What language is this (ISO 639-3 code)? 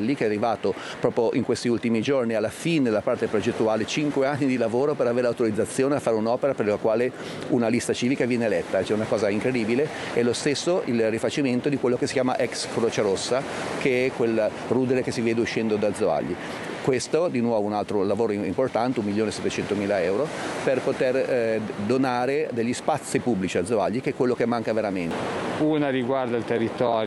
ita